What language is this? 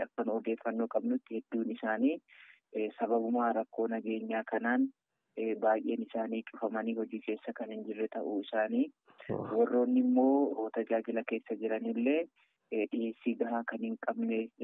Oromo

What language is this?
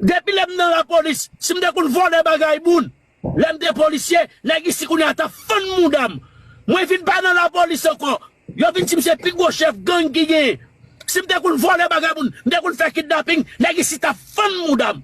Haitian Creole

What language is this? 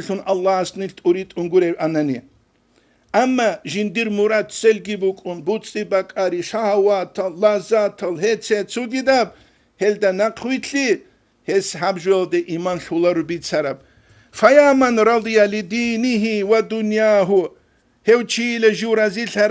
Avaric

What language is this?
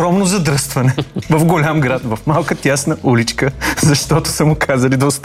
Bulgarian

